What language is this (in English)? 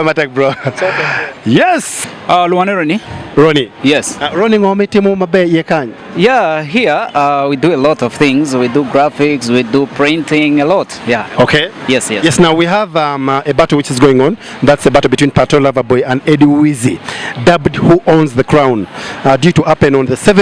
Acoli